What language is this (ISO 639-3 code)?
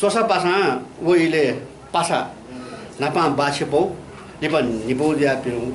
new